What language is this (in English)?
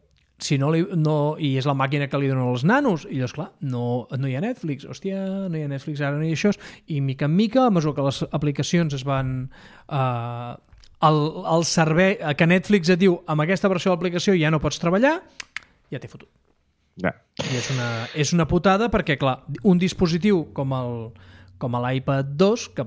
Catalan